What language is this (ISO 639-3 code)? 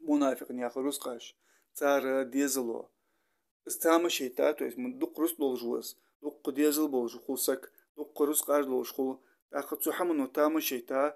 inh